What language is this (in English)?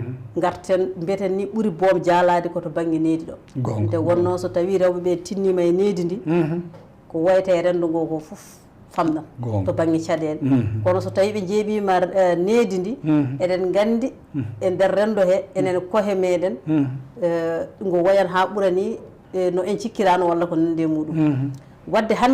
Fula